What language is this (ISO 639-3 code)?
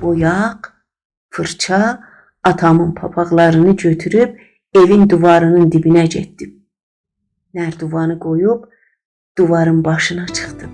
azb